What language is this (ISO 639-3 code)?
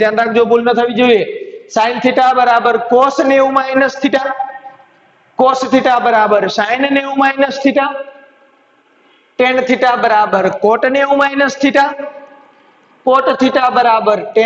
guj